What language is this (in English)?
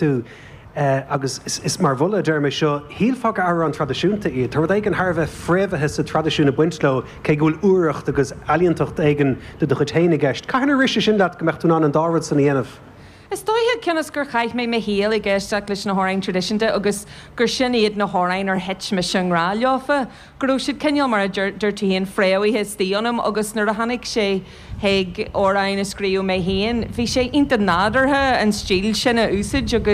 Irish